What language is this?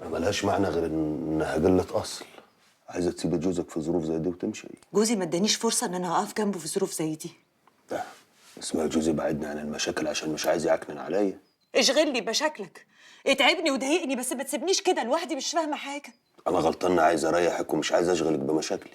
Egyptian Arabic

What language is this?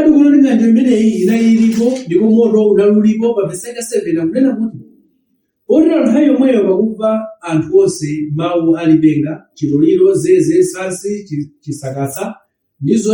Nyanja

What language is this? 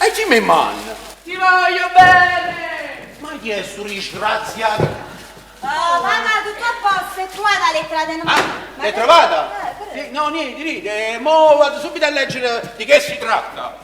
Neapolitan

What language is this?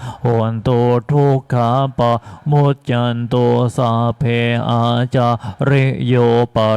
Pali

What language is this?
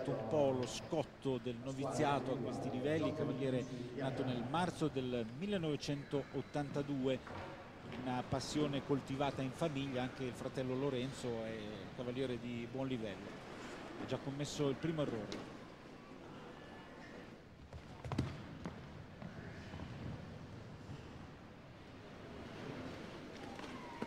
Italian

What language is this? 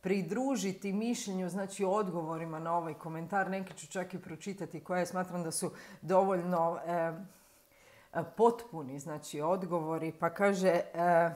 Croatian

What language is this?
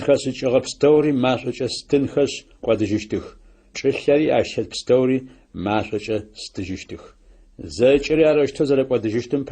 Adyghe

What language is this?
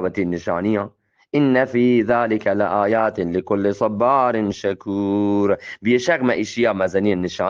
Eastern Balochi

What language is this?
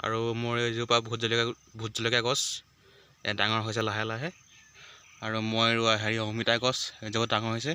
Assamese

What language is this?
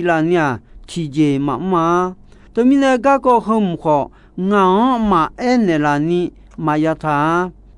Akha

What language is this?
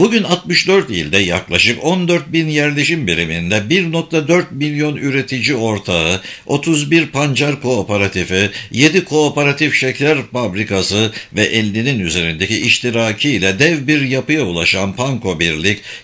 Turkish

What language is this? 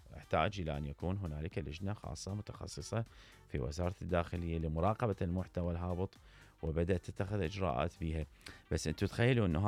Mesopotamian Arabic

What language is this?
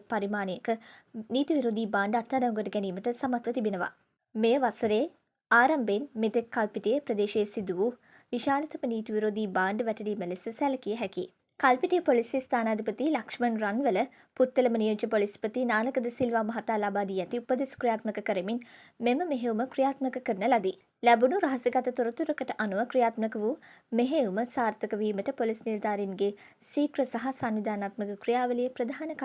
Sinhala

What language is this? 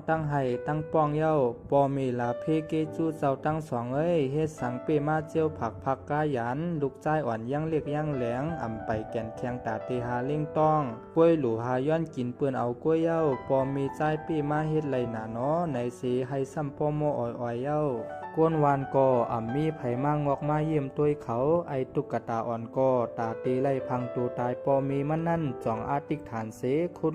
Shan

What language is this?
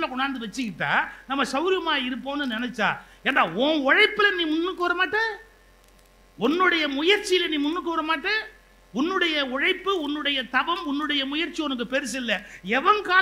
Tamil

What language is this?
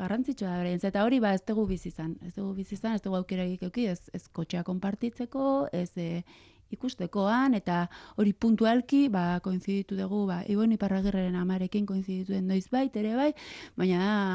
Basque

